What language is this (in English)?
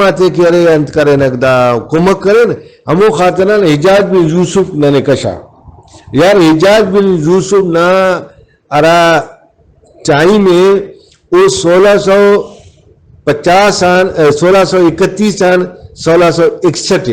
Brahui